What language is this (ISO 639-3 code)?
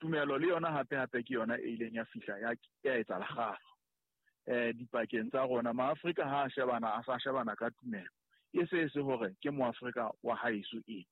sot